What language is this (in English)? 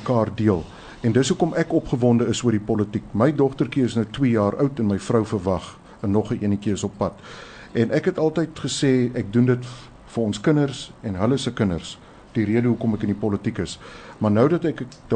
Afrikaans